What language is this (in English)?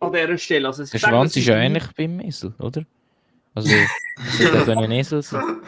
Swiss German